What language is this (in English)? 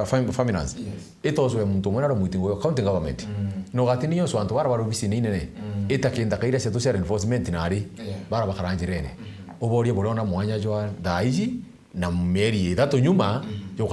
Meru